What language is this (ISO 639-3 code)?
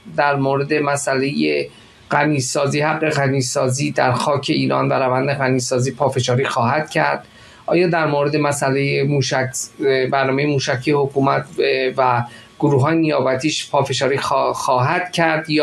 fas